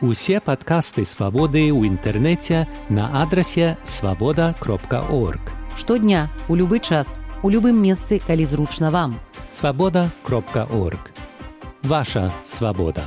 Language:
Belarusian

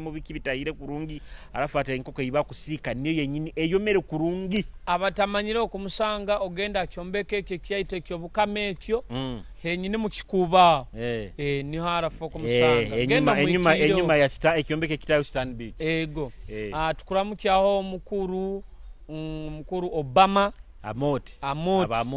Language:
Nyoro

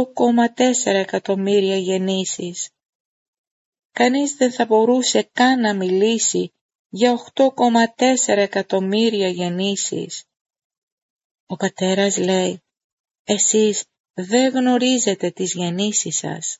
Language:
Greek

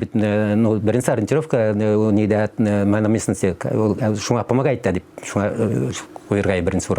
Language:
Tatar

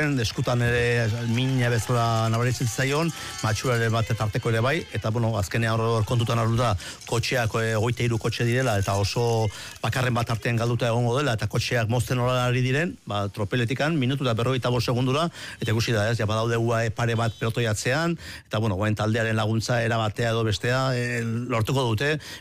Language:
Basque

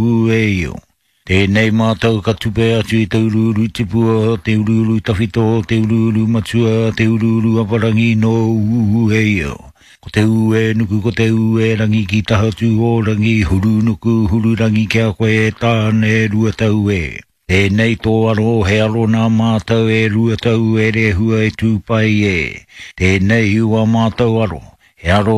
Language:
Māori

